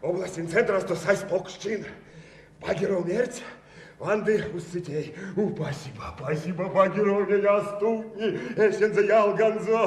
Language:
Erzya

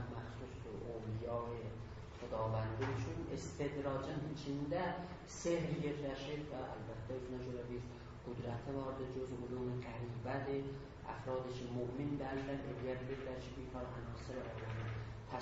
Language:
South Azerbaijani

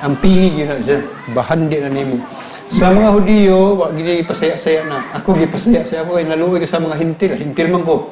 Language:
Cebuano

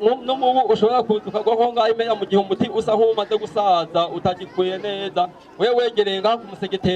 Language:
Rundi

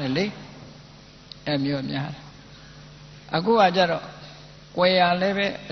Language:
Burmese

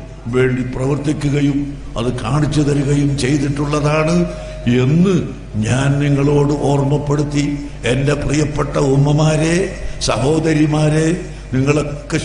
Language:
Malayalam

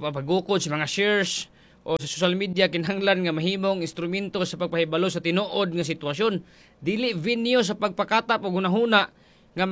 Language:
Cebuano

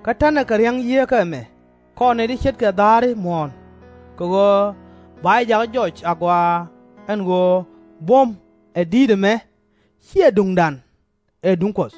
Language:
Nuer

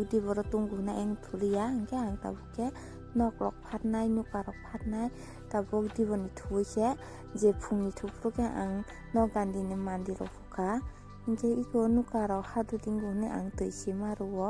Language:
Kok Borok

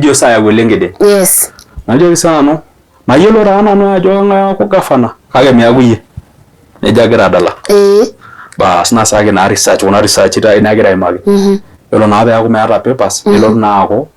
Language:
Masai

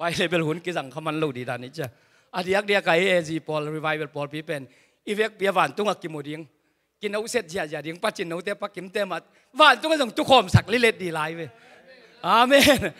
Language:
Tedim Chin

